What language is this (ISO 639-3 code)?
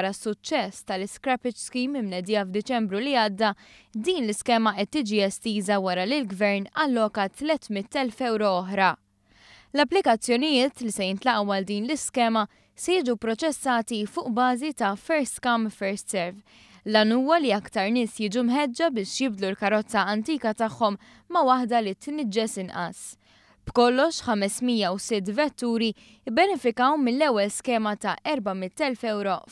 mlt